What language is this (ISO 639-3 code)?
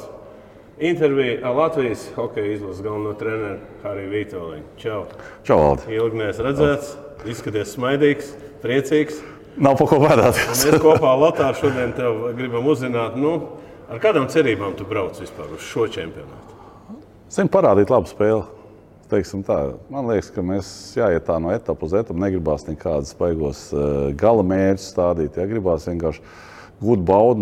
lav